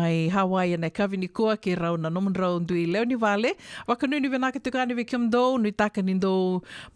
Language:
Fijian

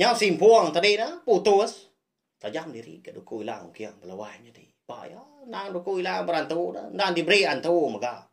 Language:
Iban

